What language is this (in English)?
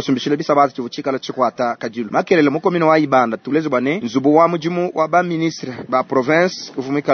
Luba-Lulua